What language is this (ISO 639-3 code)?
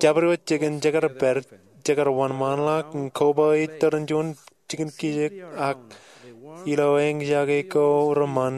mah